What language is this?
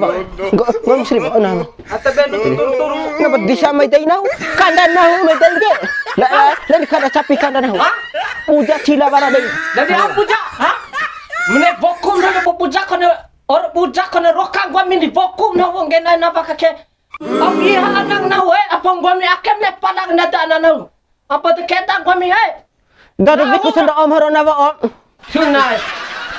Bima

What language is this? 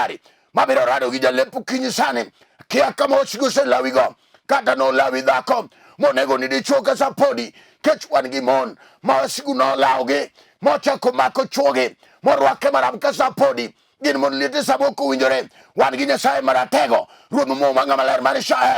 Luo (Kenya and Tanzania)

